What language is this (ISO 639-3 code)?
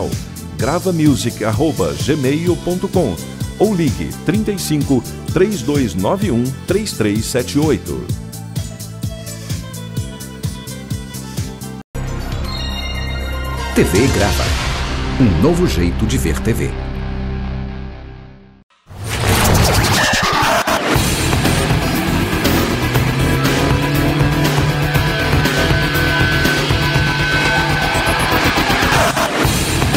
por